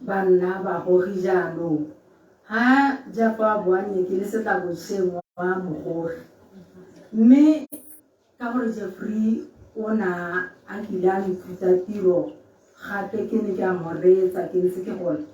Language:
Tswana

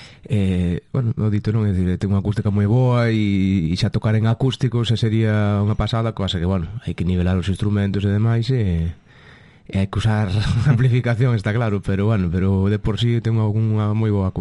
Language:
Galician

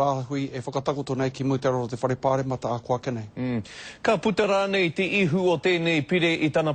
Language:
Māori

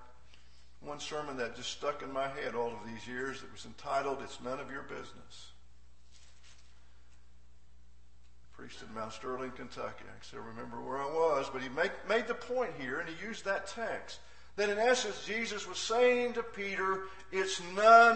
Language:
English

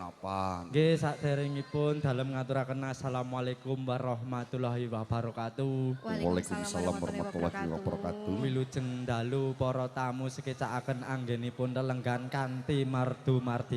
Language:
Javanese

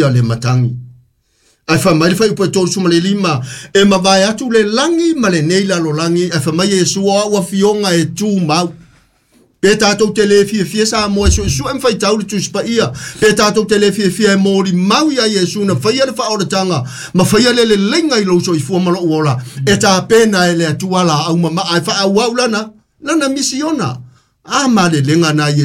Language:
Samoan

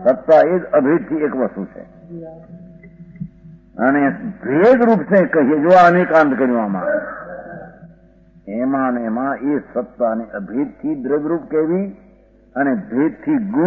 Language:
Gujarati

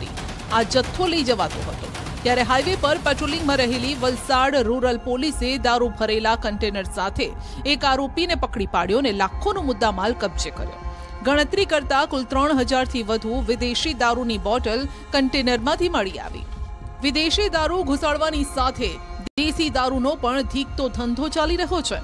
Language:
Gujarati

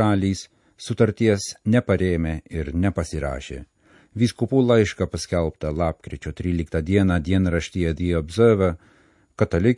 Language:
Lithuanian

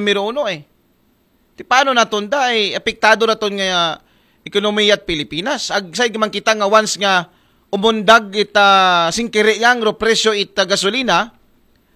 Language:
Aklanon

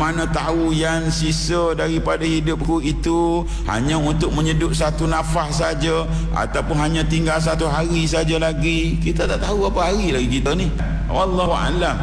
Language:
Malay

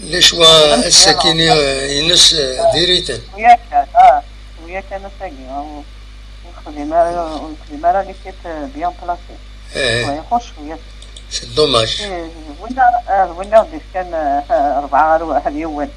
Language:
Kabyle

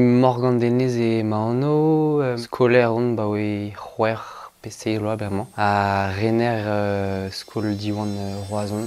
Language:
Breton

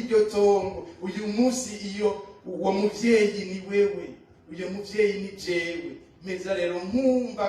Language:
Rundi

